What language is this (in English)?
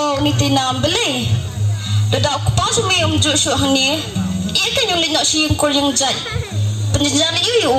Khasi